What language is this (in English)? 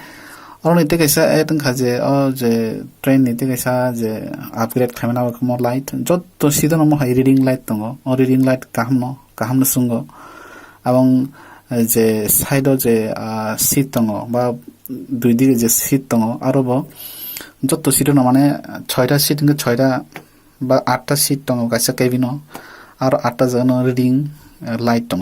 Kok Borok